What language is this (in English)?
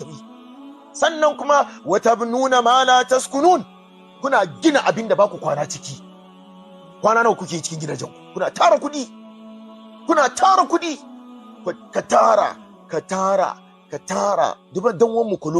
Hausa